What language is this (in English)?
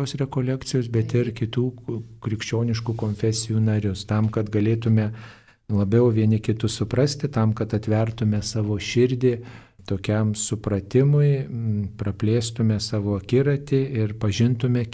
Lithuanian